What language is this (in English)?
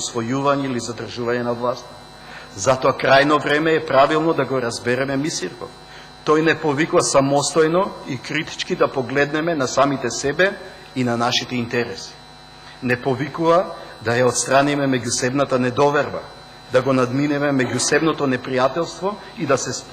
Macedonian